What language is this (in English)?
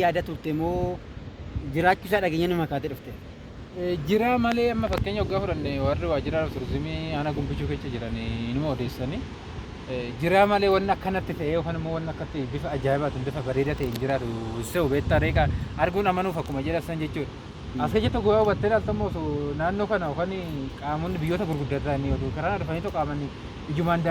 Oromo